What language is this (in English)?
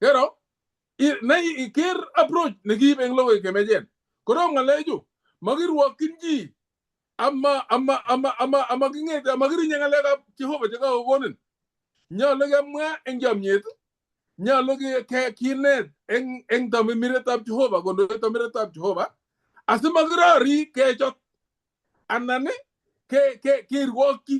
Kalenjin